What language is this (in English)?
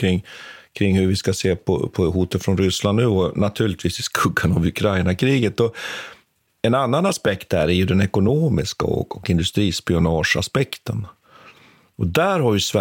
Swedish